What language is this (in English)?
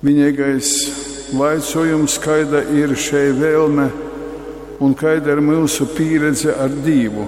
Latgalian